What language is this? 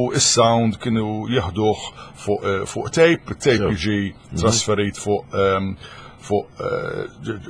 Maltese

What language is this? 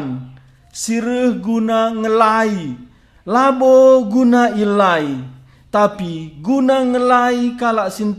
Batak Karo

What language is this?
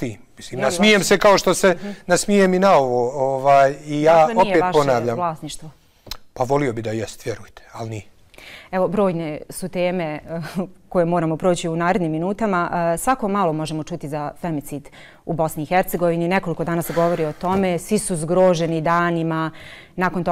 Bosnian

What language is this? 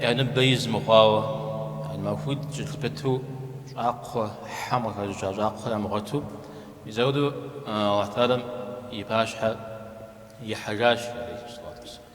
Kabardian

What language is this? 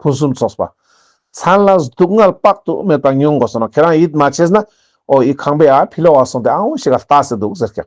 Ladakhi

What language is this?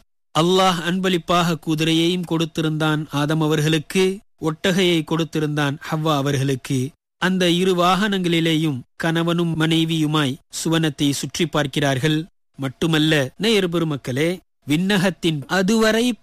Tamil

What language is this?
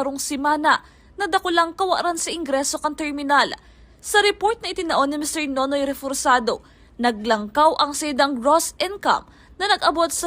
Bikol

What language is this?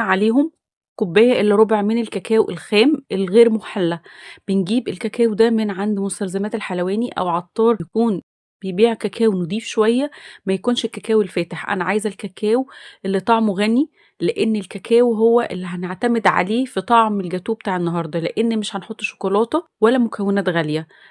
Egyptian Arabic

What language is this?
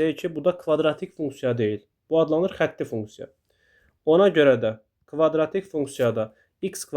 Azerbaijani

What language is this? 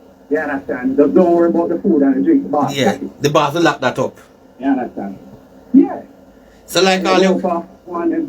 Jamaican Creole English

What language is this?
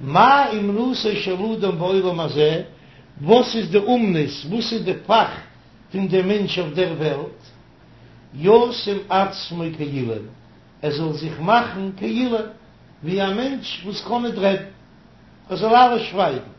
Yiddish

